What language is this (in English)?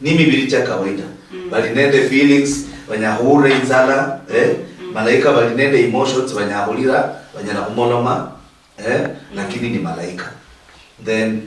Luyia